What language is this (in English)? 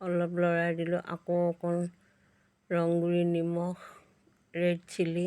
Assamese